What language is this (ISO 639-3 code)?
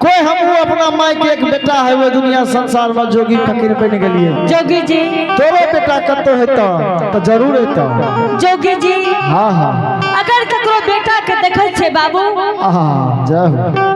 anp